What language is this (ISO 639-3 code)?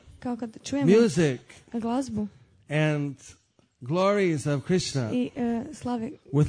hrv